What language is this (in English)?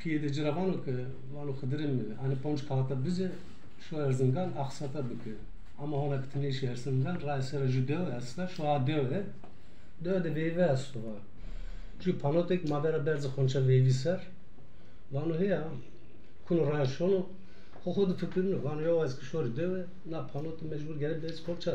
Zaza